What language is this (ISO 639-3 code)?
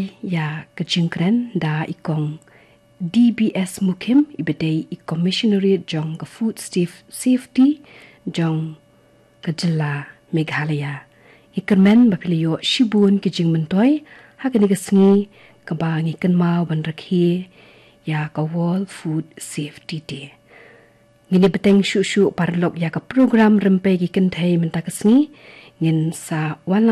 kha